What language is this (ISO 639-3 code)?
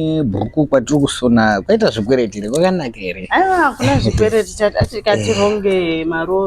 sna